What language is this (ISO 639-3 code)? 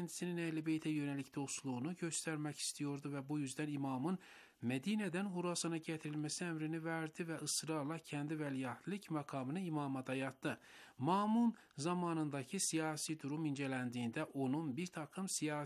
tur